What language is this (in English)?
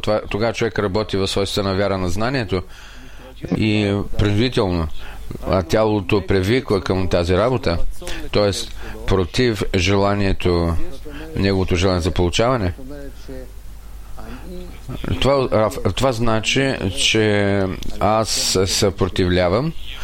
Bulgarian